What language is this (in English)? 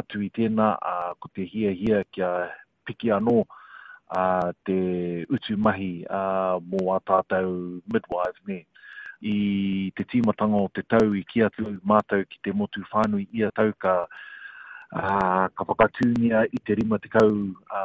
Māori